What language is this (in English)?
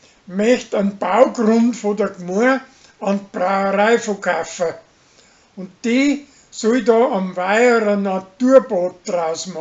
Bavarian